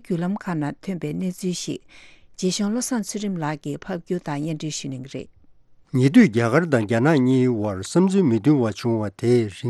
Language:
Tibetan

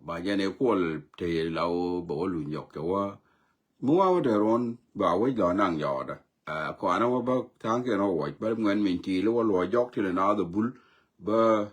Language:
Nuer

